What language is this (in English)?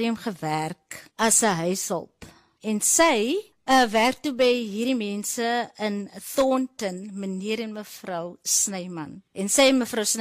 Afrikaans